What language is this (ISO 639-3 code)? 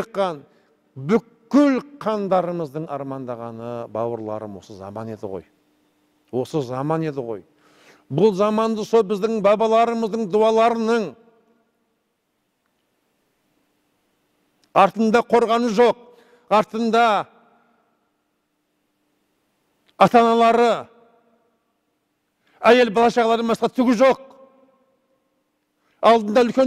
kaz